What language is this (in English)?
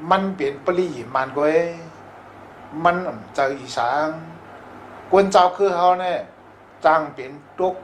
Shan